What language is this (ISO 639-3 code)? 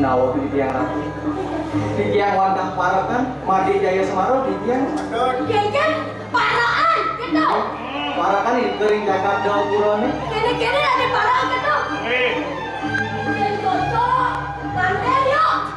ban